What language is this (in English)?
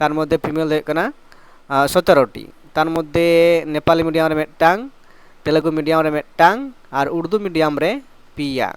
Santali